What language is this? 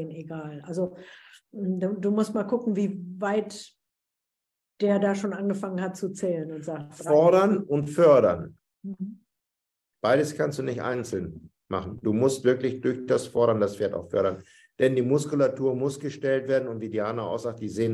German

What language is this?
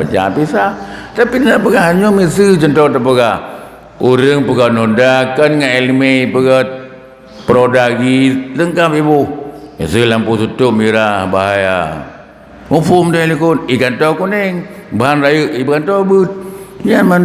Achinese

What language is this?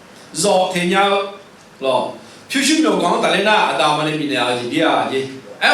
Akha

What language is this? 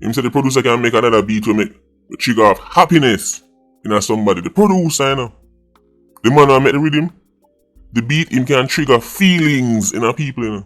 Jamaican Creole English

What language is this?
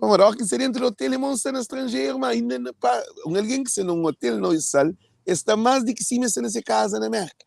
Kabuverdianu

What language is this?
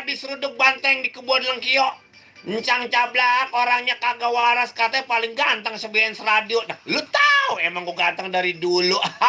Betawi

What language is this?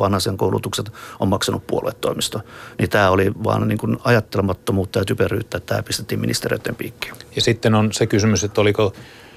Finnish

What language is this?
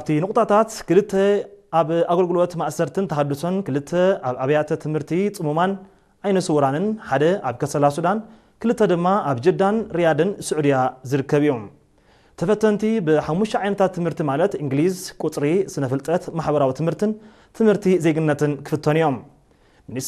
Tigrinya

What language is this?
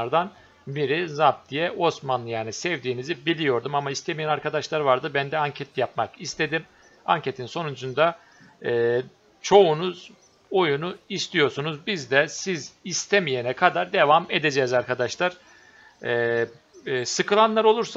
Turkish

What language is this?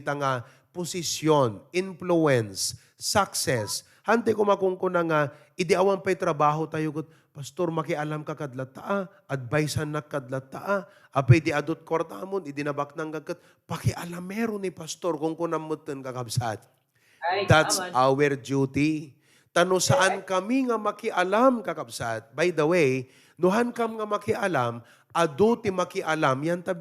Iloko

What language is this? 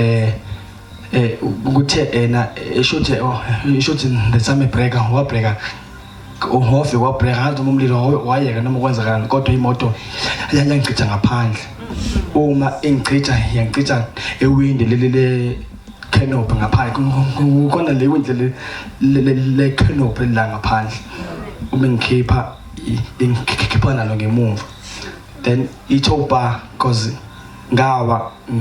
Zulu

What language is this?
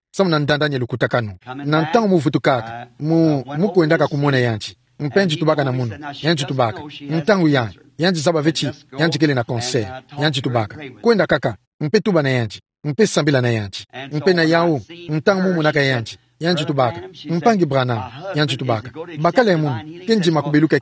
Kituba (Democratic Republic of Congo)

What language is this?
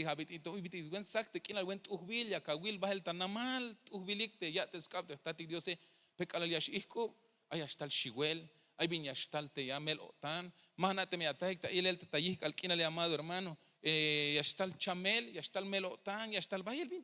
Tzeltal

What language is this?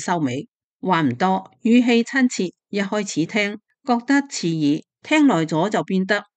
Cantonese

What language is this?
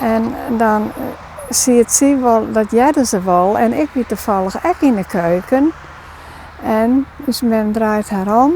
Western Frisian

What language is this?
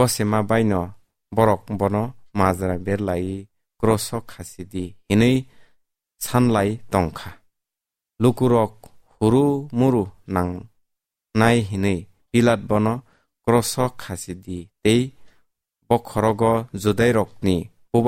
Kok Borok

